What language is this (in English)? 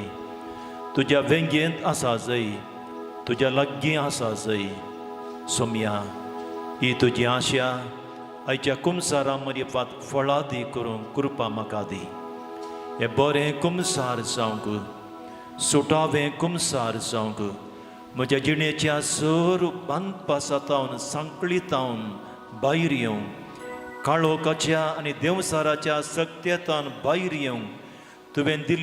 Konkani